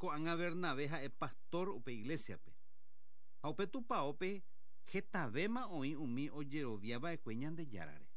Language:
Guarani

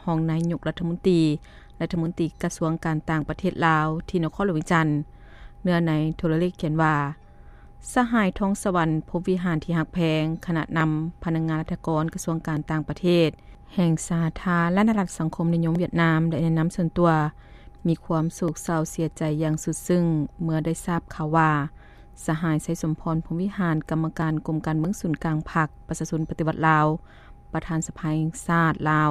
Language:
Lao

